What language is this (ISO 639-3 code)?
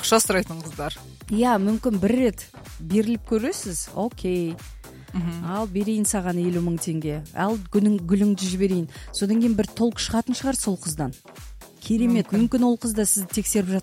kaz